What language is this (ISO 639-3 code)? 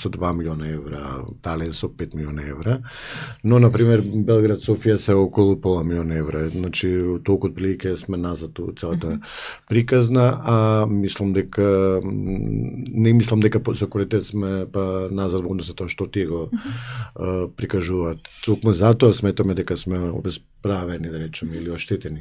mkd